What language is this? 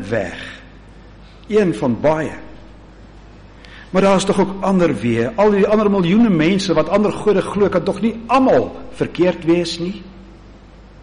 Afrikaans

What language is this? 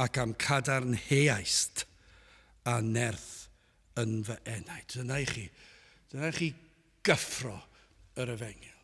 Welsh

